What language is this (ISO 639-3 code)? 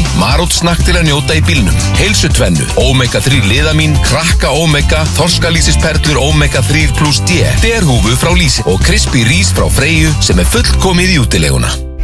isl